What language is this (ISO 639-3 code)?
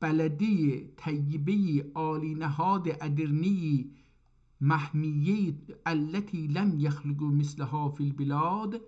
azb